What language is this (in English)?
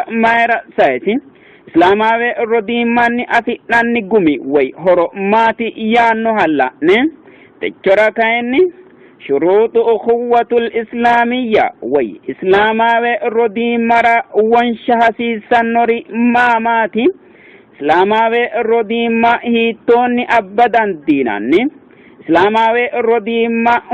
Sidamo